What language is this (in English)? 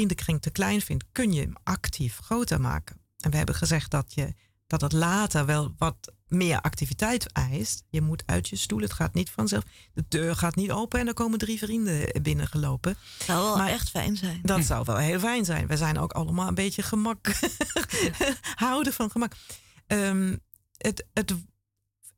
Dutch